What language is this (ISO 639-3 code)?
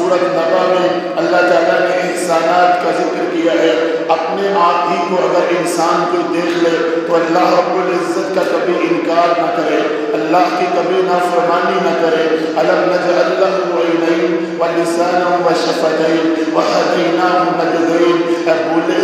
urd